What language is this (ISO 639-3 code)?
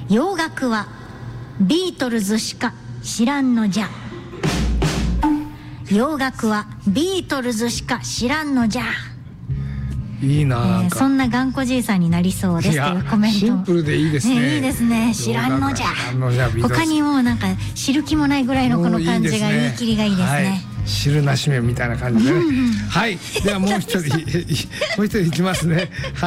jpn